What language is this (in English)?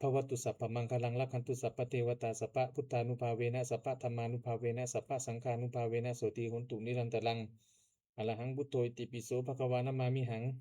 Pali